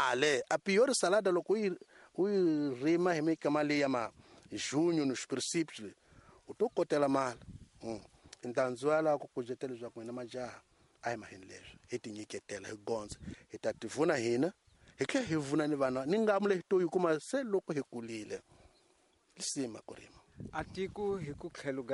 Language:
Tsonga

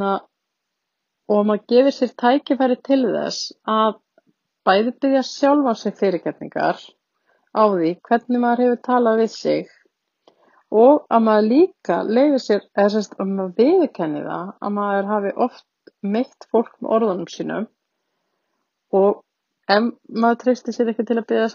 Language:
Icelandic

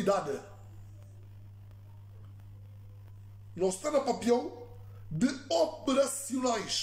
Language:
Upper Guinea Crioulo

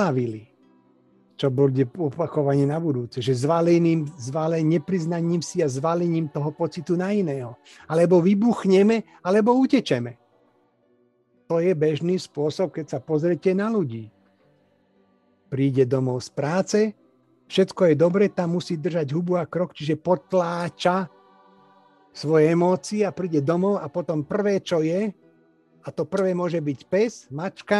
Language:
Slovak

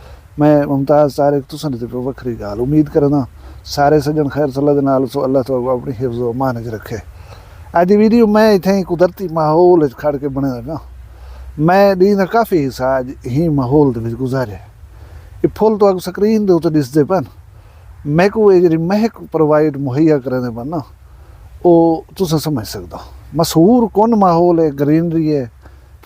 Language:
Saraiki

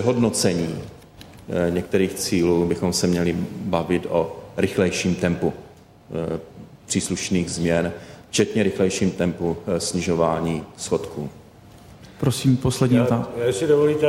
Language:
Czech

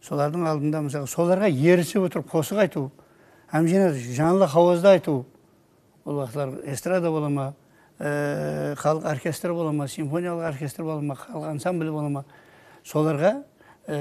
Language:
Kara-Kalpak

